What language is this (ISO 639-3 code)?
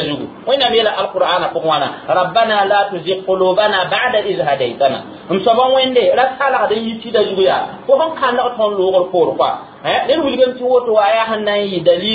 mos